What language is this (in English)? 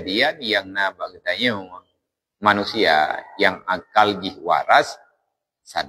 Achinese